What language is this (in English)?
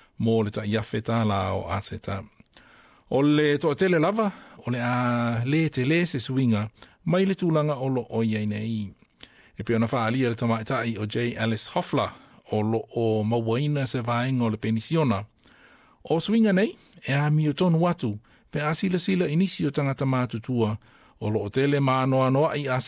Samoan